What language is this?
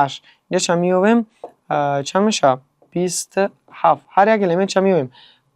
Tajik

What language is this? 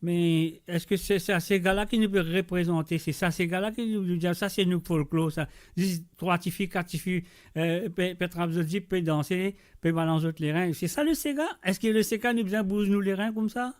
Morisyen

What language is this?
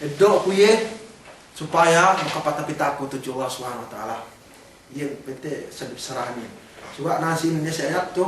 Yakan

